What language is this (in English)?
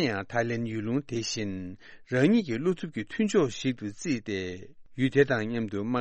Tibetan